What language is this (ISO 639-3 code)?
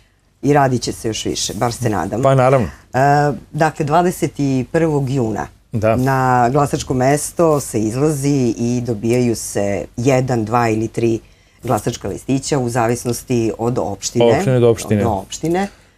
srp